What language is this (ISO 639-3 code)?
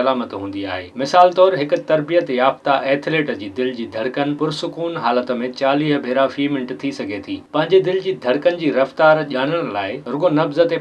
snd